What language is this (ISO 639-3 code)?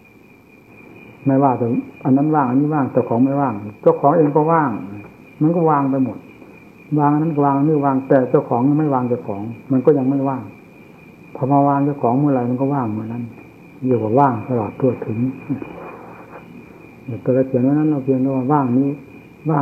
tha